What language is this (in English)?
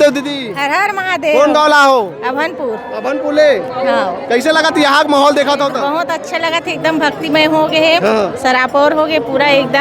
Chhattisgarhi